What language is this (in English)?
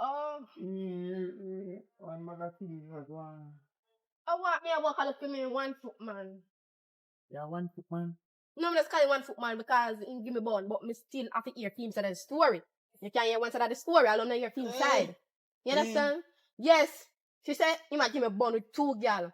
Jamaican Creole English